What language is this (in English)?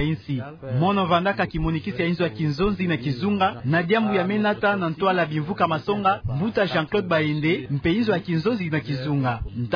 Kituba (Democratic Republic of Congo)